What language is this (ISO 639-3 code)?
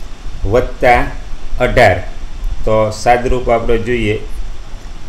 guj